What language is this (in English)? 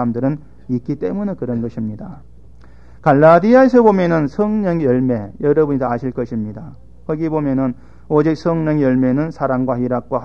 Korean